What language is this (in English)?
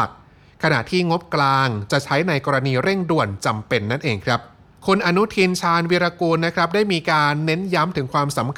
Thai